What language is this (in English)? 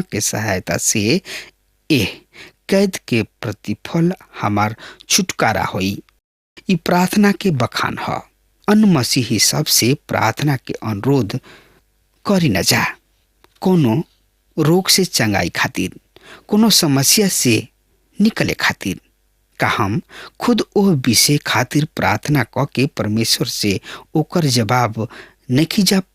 Bhojpuri